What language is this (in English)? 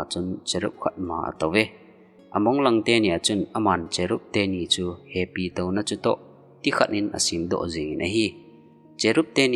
Thado Chin